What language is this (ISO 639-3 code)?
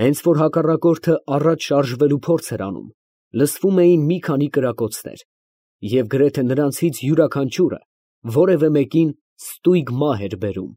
hye